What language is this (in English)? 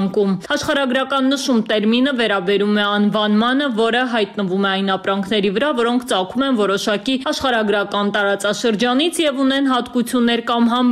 Armenian